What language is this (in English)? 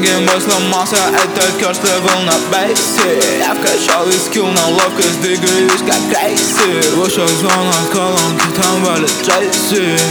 Russian